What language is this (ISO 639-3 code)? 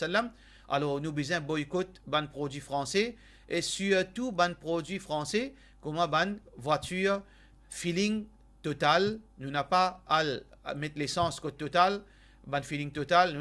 mfe